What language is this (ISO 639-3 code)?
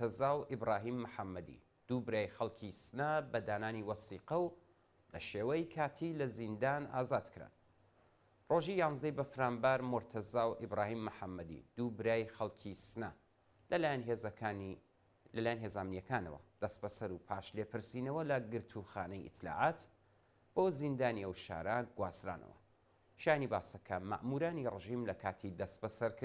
ckb